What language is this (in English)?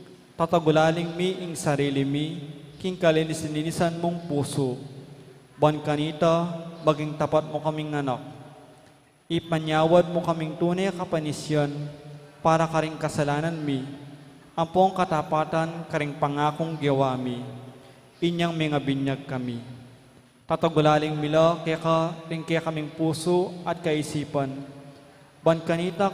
Pampanga